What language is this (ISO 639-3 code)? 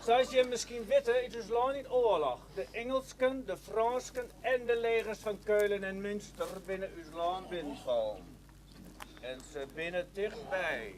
fry